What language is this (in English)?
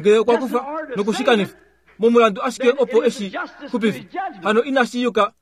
Kuanyama